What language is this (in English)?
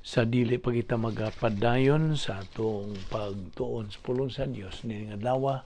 Cebuano